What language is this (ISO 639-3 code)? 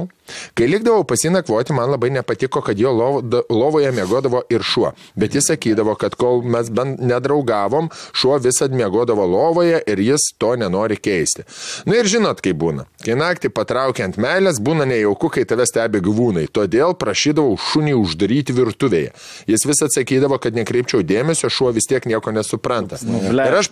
lit